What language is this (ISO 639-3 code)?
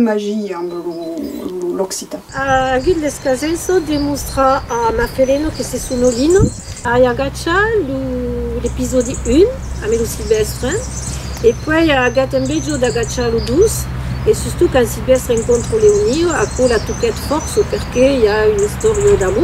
oci